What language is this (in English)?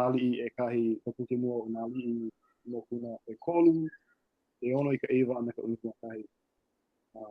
Hawaiian